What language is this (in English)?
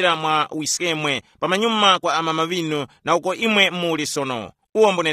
Tumbuka